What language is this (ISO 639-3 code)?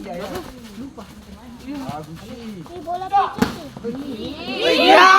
abs